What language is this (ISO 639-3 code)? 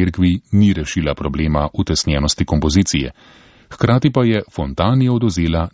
slv